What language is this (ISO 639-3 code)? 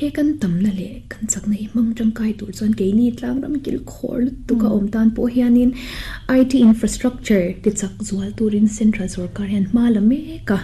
lus